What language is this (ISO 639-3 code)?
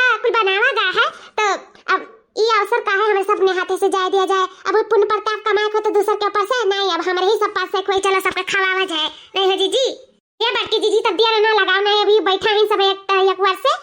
awa